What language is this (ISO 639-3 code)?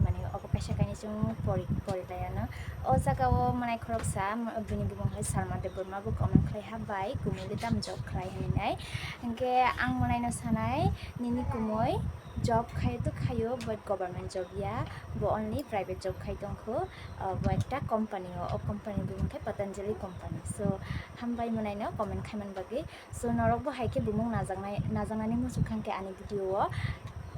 trp